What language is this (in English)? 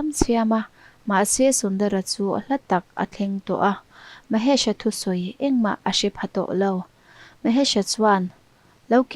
Mizo